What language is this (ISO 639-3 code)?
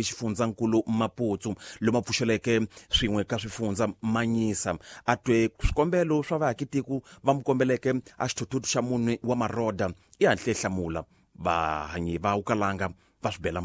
tso